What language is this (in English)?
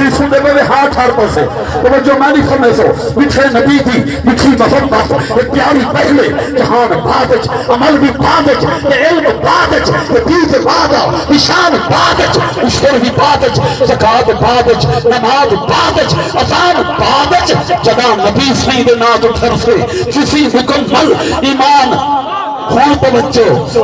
Saraiki